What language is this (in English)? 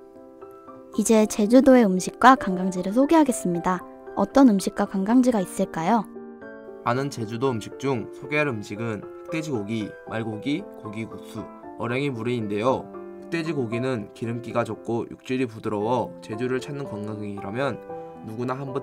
Korean